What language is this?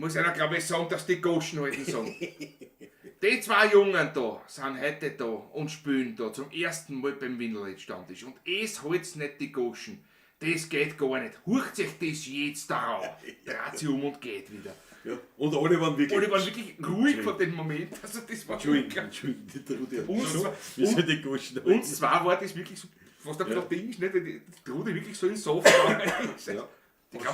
Bavarian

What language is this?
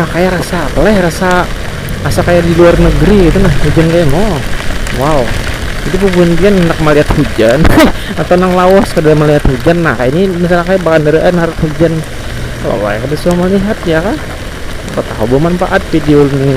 Banjar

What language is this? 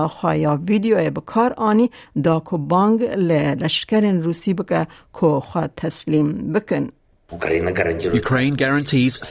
Kurdish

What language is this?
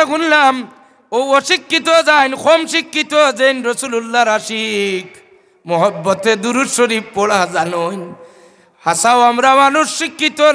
Sylheti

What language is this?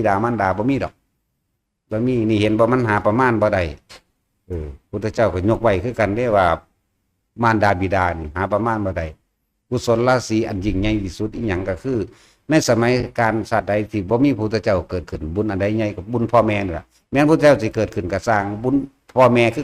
Northeastern Thai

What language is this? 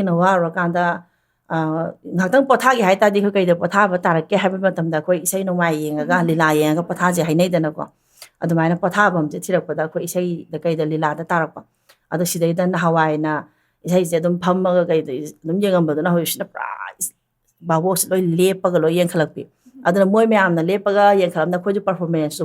Manipuri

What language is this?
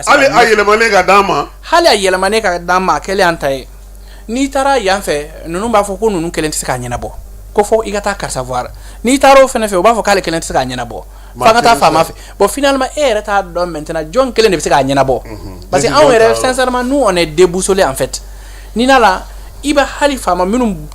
Bambara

